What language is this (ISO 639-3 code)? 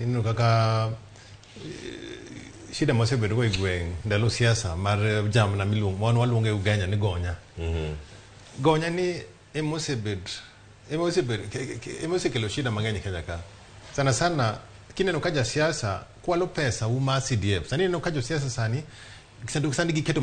luo